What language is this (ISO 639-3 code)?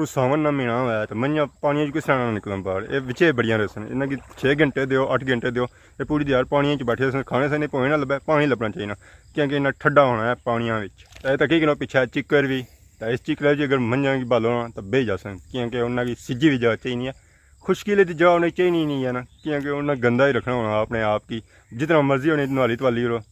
phr